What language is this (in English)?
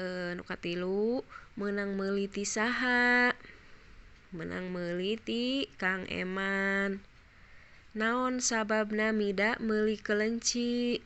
Sundanese